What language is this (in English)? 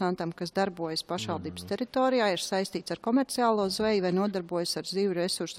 Latvian